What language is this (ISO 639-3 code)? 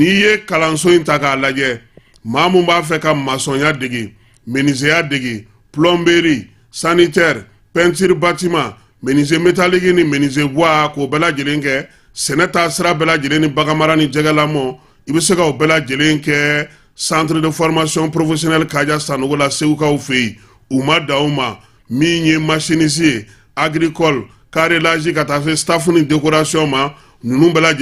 bam